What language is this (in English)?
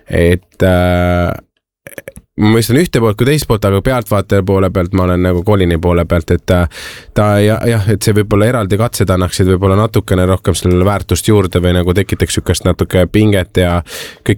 Estonian